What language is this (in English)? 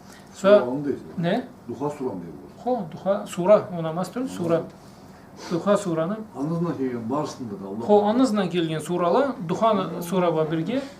Karachay-Balkar